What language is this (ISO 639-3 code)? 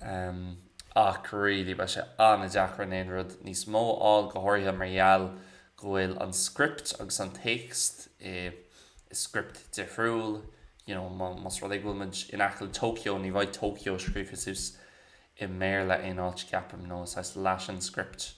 gle